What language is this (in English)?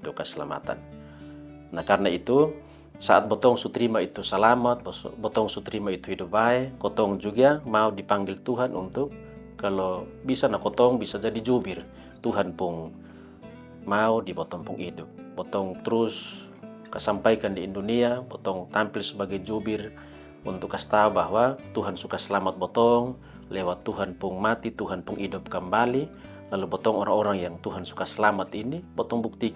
Kupang Malay